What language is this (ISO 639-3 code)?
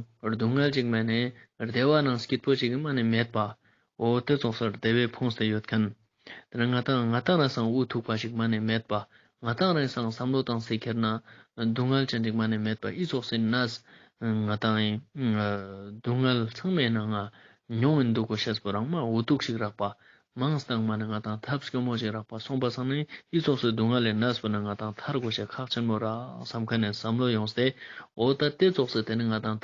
lbj